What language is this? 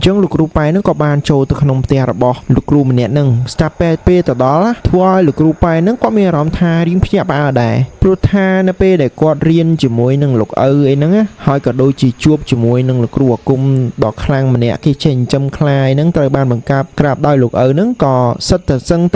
Khmer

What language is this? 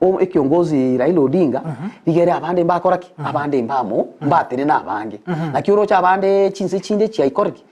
Gusii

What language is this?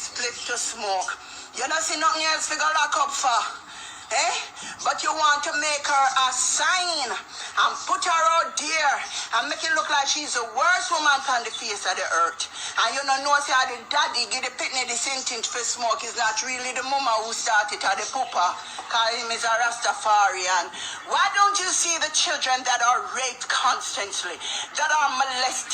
Jamaican Creole English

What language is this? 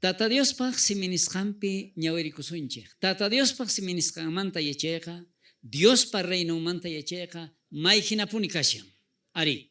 South Bolivian Quechua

